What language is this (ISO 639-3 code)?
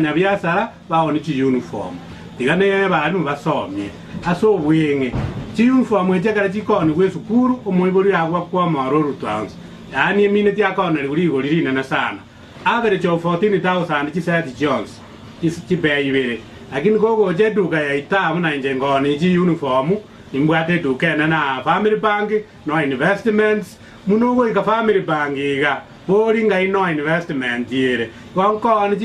guz